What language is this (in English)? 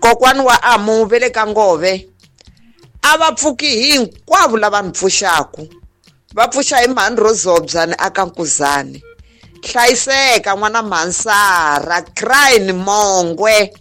Tsonga